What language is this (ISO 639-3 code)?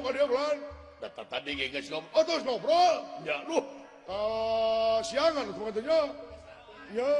sun